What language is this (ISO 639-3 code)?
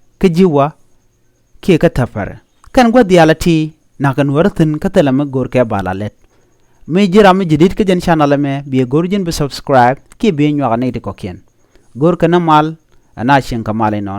nus